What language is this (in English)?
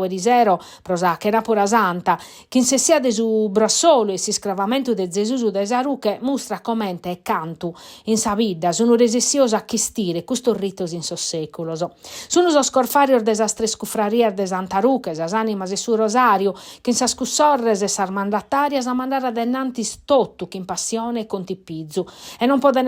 Sardinian